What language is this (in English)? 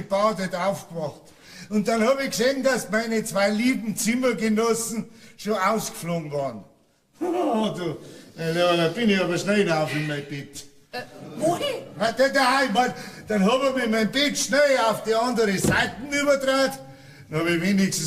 Bavarian